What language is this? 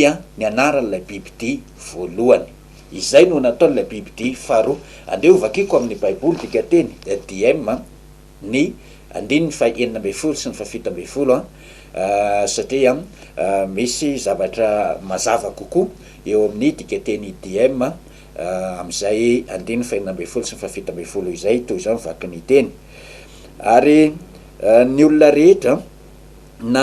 Malagasy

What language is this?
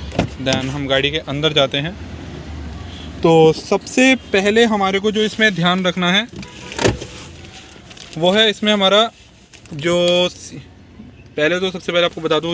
Hindi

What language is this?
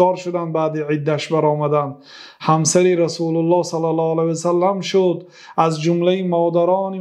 Persian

